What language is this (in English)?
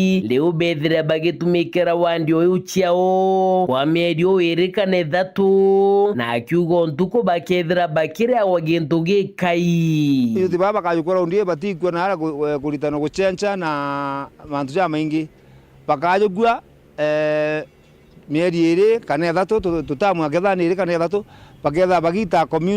Meru